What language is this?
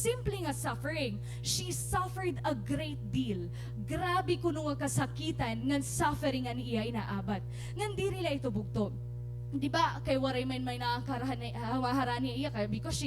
Waray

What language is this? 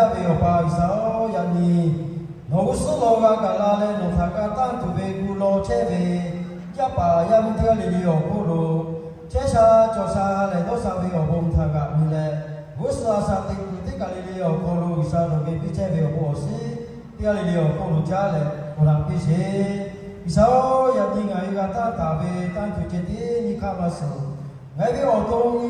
Lahu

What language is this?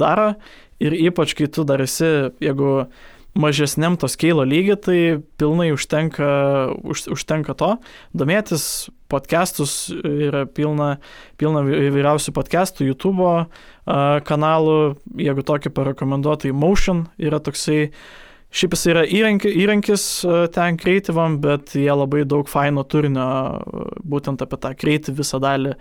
Lithuanian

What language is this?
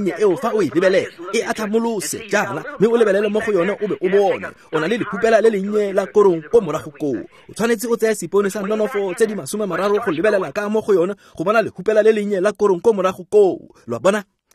Tswana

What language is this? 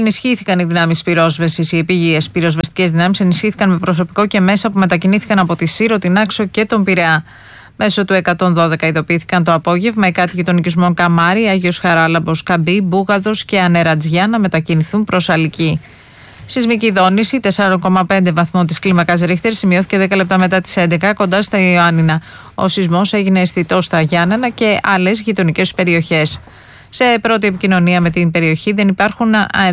Greek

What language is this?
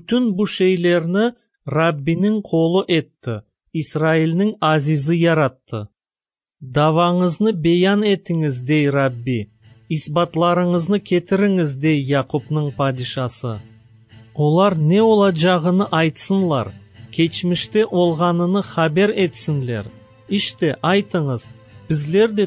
Crimean Tatar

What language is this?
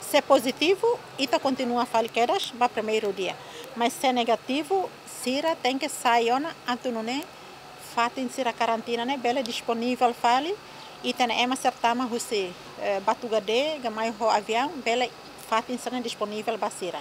Tetum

